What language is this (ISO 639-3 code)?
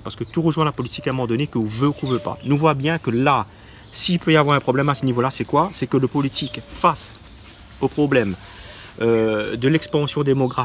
rcf